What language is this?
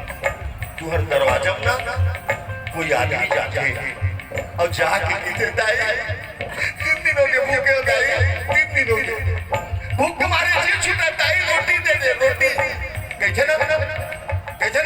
Chhattisgarhi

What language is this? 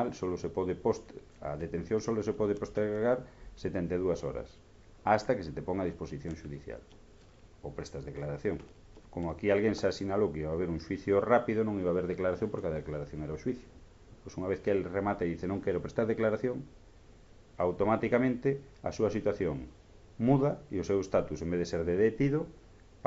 Galician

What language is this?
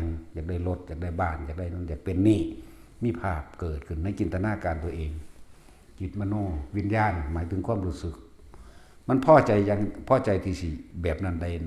Northeastern Thai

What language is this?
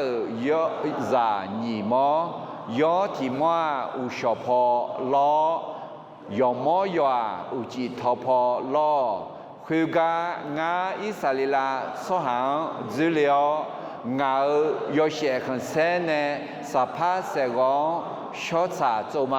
Akha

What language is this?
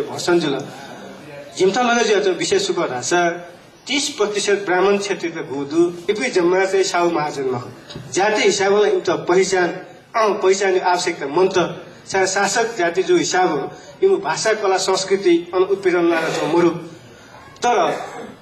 Newari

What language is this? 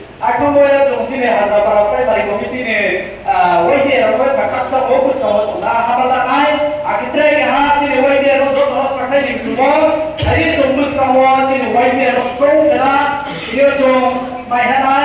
Riang (India)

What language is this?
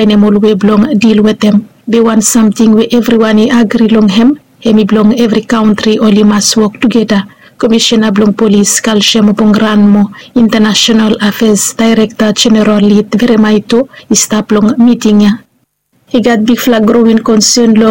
Bislama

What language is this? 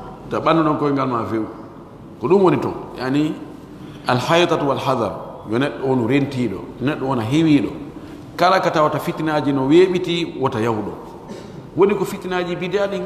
Pular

